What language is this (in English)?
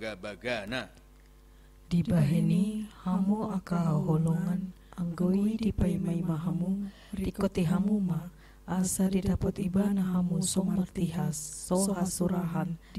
Batak Toba